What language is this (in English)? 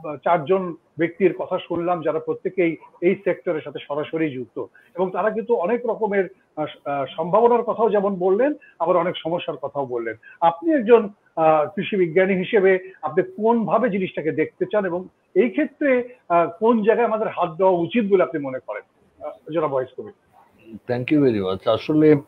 Bangla